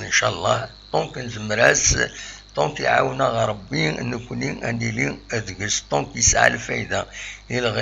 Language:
Kabyle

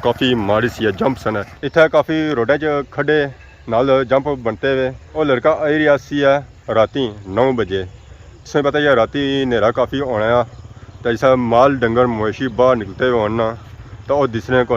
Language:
Pahari-Potwari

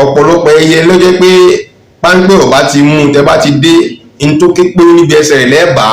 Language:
Yoruba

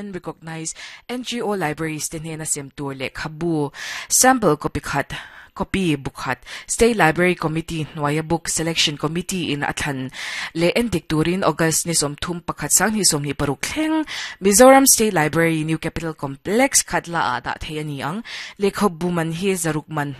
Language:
Mizo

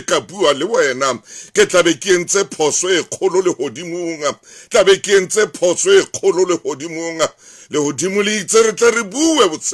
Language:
Southern Sotho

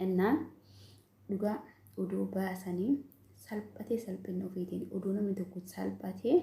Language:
Oromo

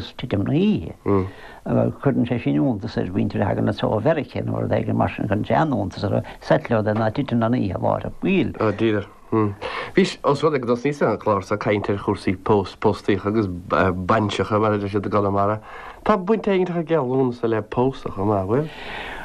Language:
Irish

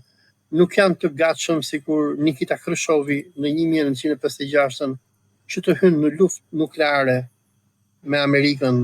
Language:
Albanian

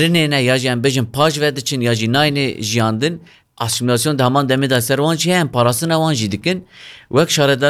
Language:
Kurdish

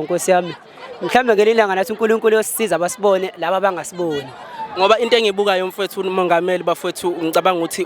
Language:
Zulu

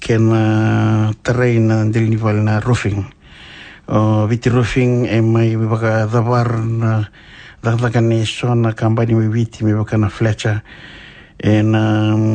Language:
Fijian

